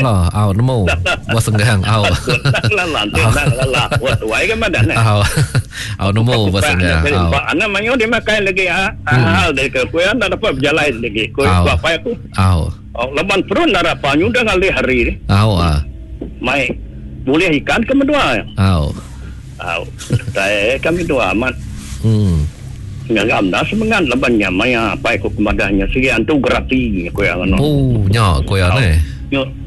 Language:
Iban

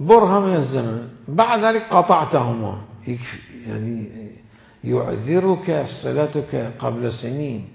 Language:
Mesopotamian Arabic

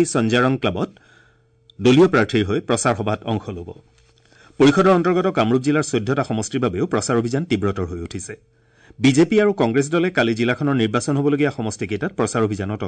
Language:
Assamese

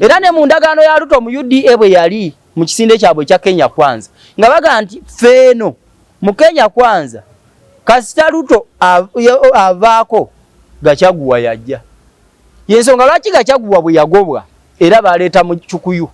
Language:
Ganda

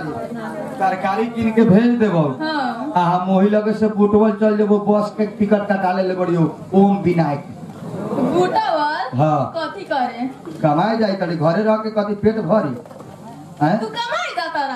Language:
Bhojpuri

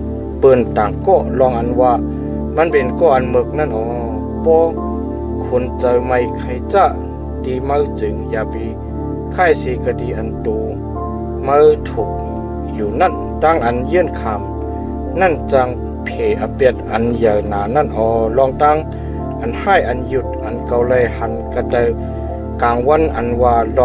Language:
Shan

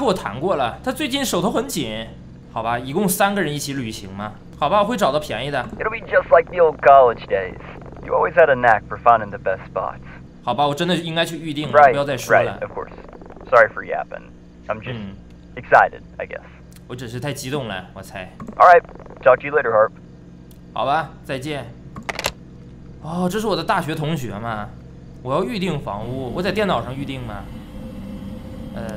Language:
Chinese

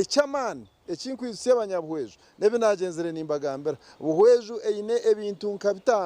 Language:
Nyankole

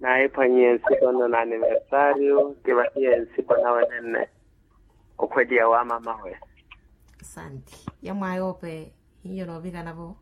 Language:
Makhuwa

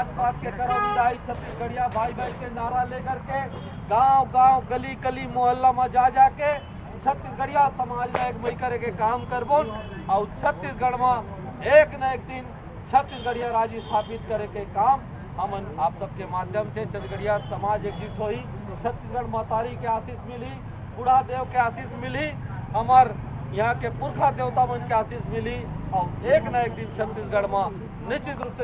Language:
Chhattisgarhi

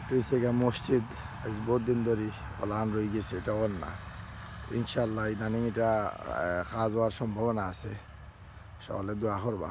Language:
Sylheti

